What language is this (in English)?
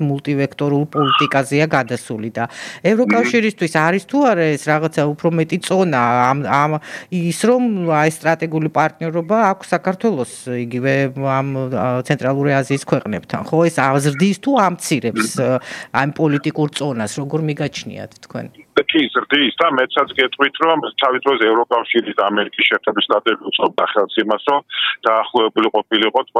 Georgian